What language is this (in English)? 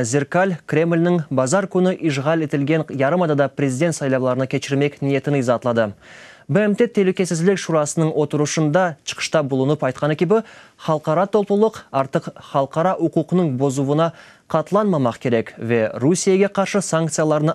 Crimean Tatar